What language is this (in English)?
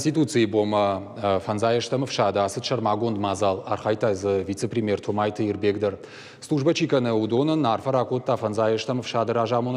Ossetic